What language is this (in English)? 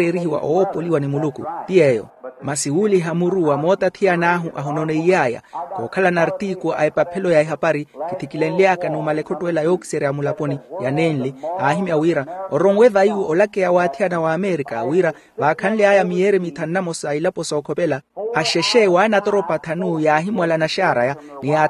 Makhuwa